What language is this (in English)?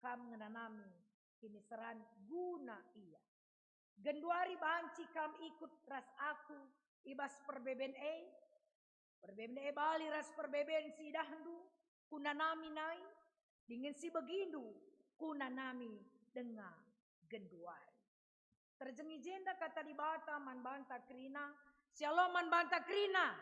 Batak Karo